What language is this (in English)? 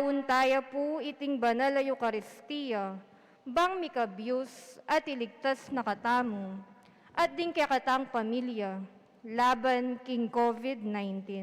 Pampanga